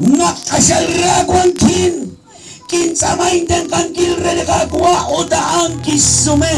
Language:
Kekchí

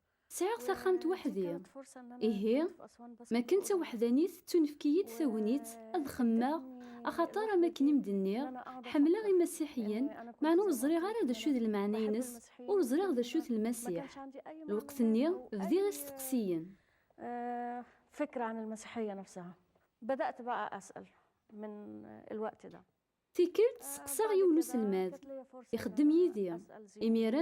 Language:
Kabyle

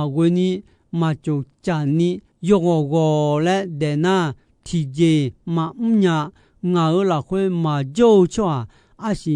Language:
Akha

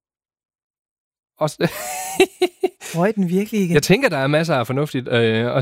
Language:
Danish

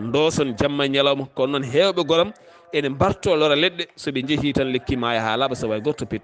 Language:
Fula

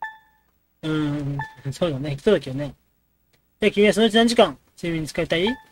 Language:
Japanese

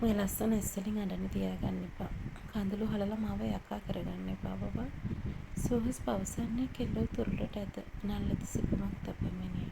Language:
Sinhala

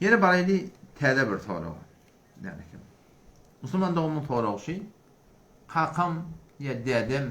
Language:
Turkmen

